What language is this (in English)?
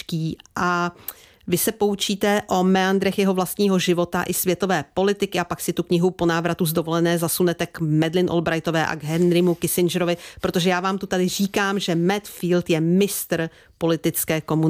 Czech